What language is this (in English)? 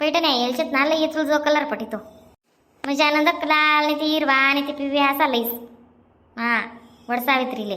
Khandesi